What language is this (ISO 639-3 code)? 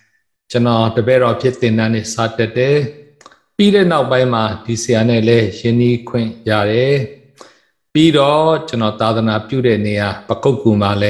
mya